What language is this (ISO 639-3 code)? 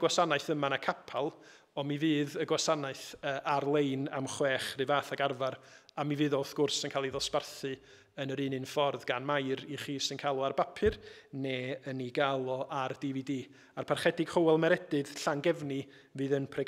cym